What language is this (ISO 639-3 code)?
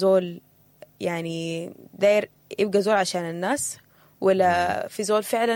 apd